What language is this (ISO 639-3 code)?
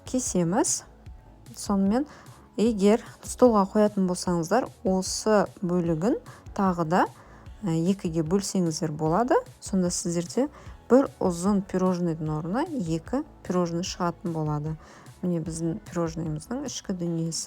kaz